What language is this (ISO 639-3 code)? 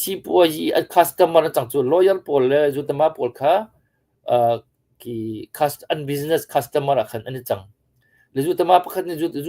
cnh